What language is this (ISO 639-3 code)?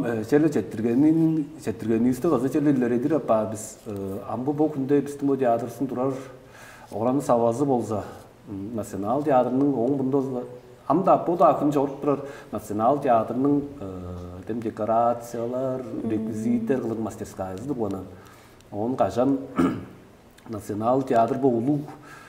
tyv